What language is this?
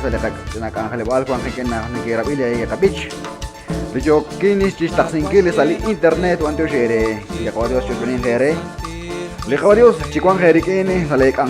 Kekchí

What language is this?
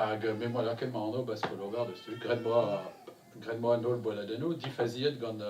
Breton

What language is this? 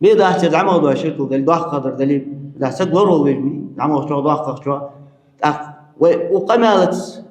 Ingush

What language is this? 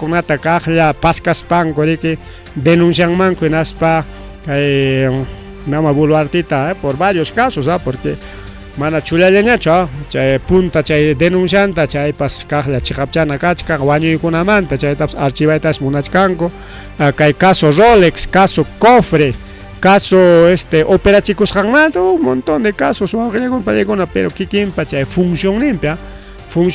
Ayacucho Quechua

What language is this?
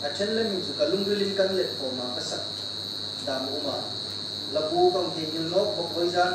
Hmar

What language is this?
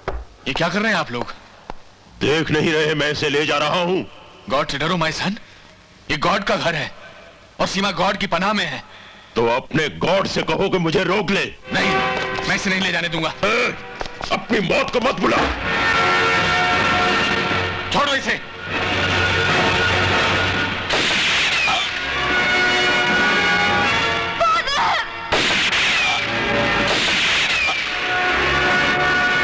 Hindi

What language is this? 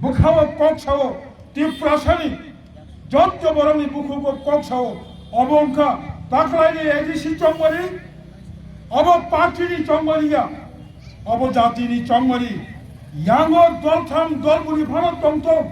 Kok Borok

